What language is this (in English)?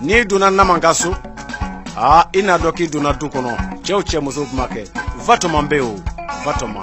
Bambara